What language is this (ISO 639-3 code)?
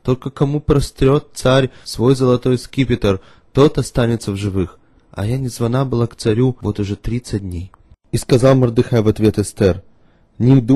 rus